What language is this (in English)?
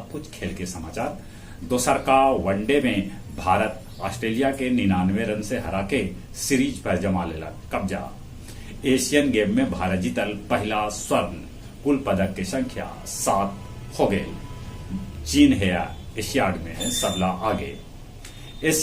Magahi